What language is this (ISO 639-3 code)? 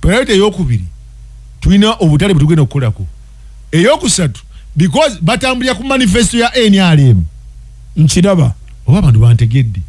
lug